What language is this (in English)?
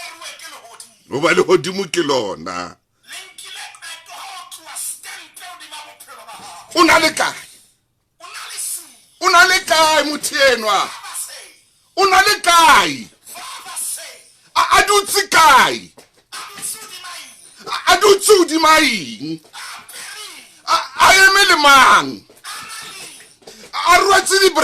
Southern Sotho